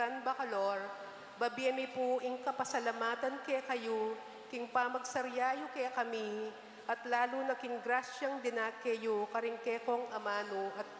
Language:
Pampanga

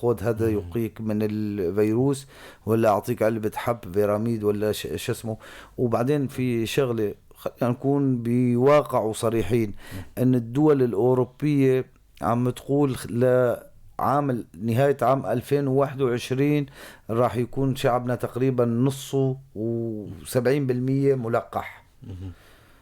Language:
North Levantine Arabic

